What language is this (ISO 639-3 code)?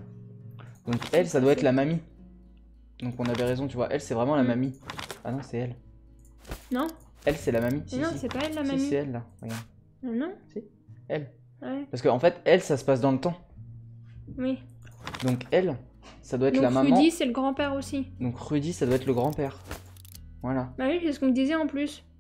fra